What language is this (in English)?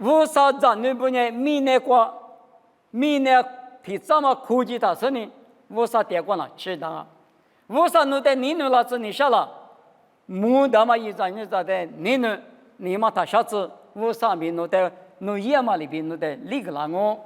Lisu